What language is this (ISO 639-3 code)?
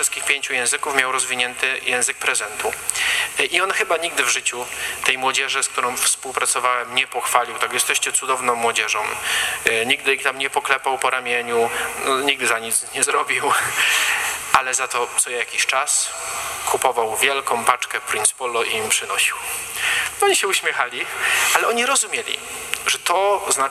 pol